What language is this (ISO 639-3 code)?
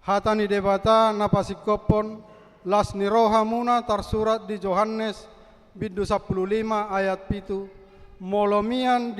bbc